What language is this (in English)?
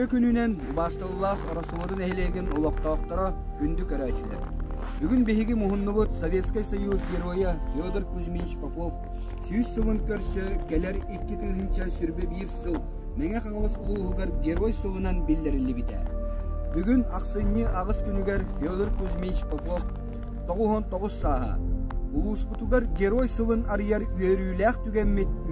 Yakut